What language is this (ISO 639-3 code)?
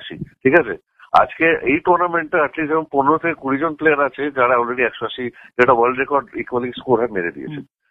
ben